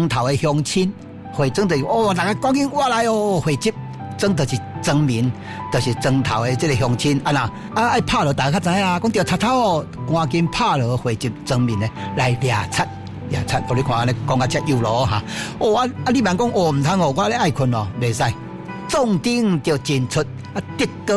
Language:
Min Nan Chinese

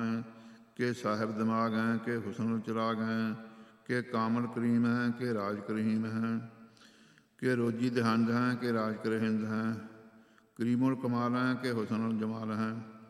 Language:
Punjabi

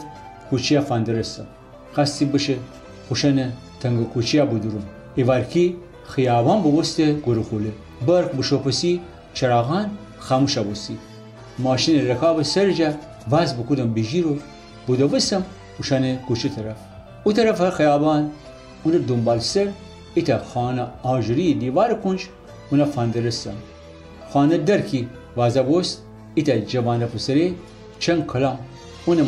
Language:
Gilaki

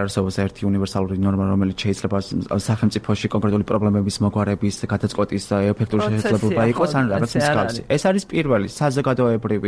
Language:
Georgian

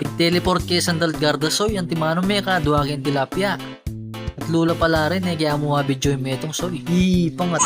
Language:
Pampanga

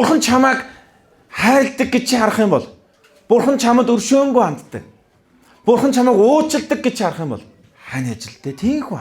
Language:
Mongolian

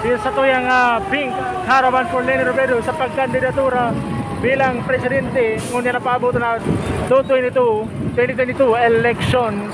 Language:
Bikol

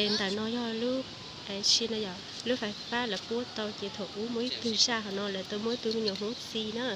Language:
Hmong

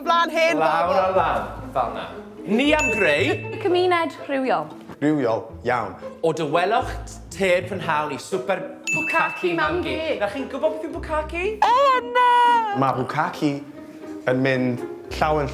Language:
Welsh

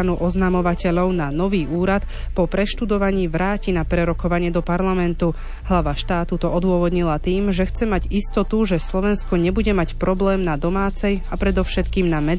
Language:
Slovak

